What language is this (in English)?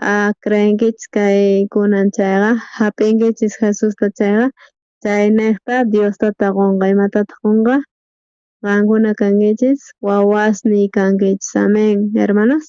South Bolivian Quechua